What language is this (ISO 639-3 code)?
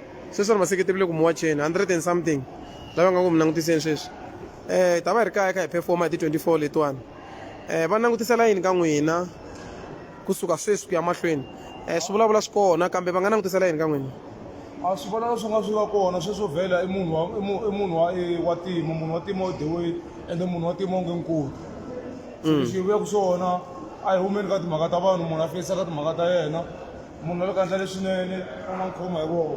tso